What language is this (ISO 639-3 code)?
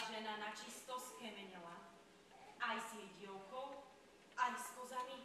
slk